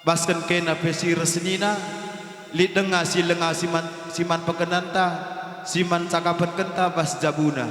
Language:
Batak Karo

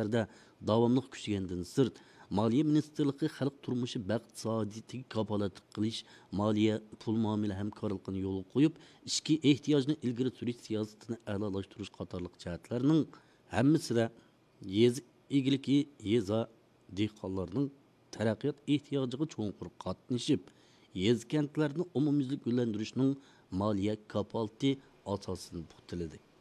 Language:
Uyghur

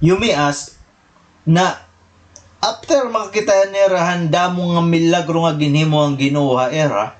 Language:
Waray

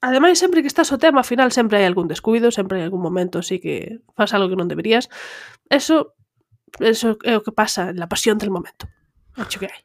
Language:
Galician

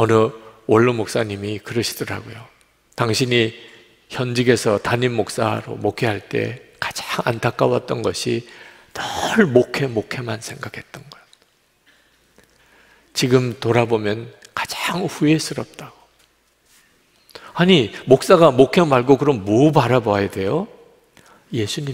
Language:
Korean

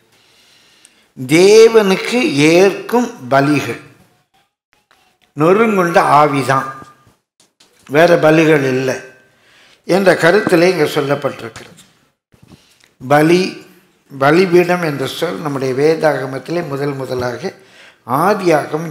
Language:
Tamil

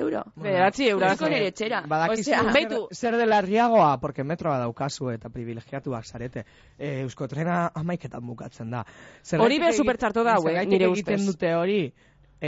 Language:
Basque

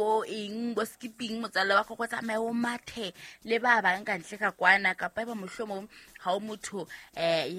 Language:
Southern Sotho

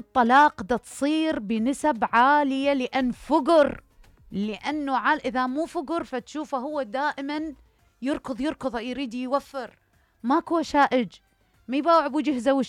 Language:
Mesopotamian Arabic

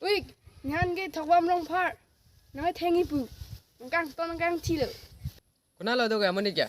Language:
Karbi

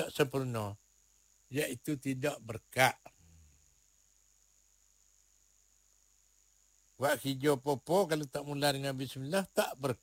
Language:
Malay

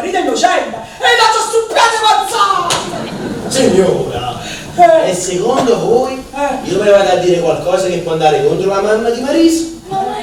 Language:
Neapolitan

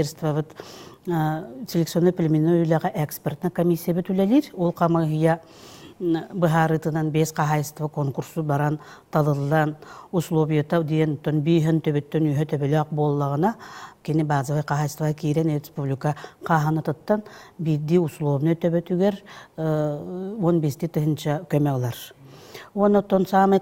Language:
Yakut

